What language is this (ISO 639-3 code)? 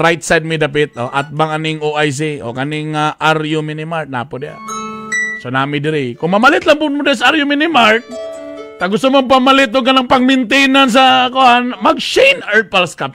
ceb